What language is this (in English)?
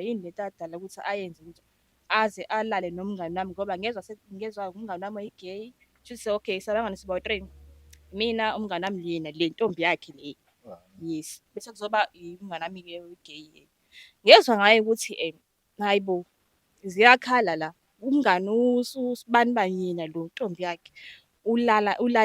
Zulu